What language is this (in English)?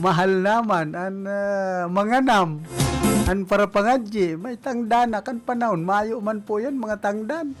Bikol